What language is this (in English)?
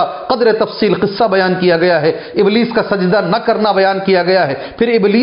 Urdu